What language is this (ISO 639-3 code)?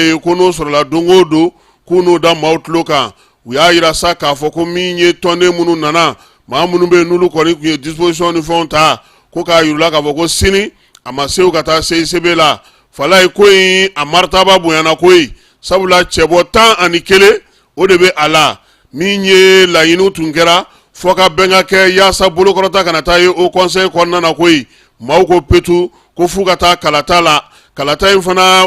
bam